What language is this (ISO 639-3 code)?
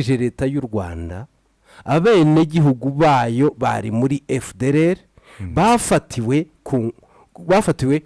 kin